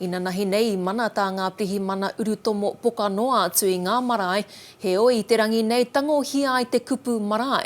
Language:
Māori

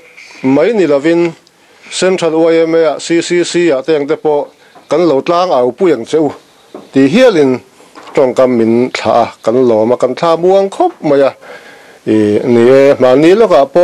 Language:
Mizo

